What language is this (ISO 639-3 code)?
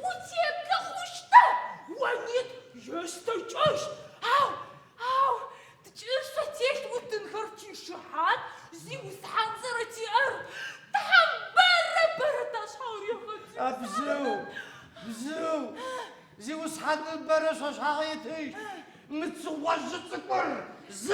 ady